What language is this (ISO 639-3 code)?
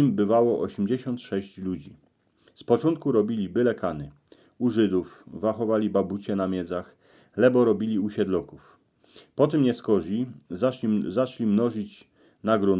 szl